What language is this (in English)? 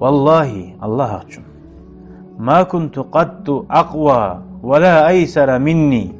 Kumyk